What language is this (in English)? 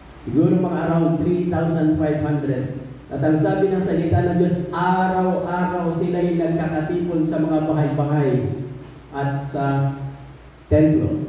Filipino